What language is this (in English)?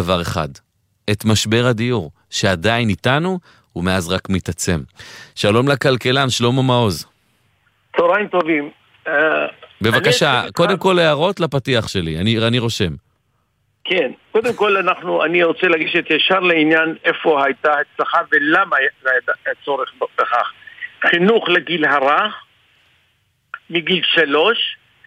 Hebrew